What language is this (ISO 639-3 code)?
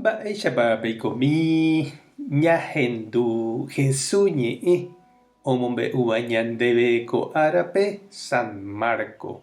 grn